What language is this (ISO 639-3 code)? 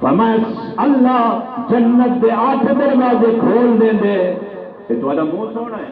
skr